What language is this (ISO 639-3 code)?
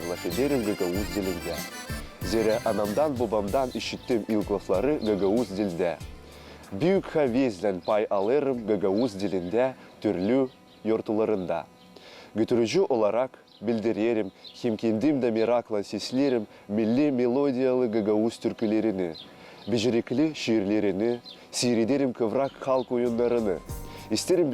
gag